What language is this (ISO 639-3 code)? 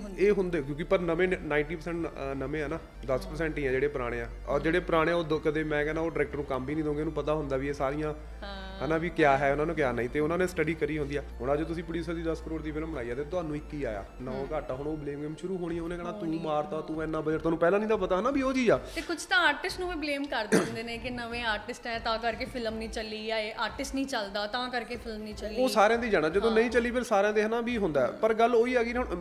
pan